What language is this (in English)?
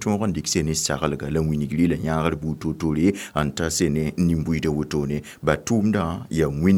Mossi